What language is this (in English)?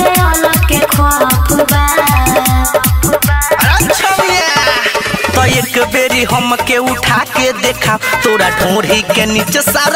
Bhojpuri